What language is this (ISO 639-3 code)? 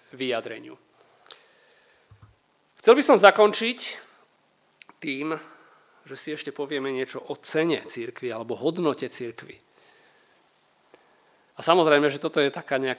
slk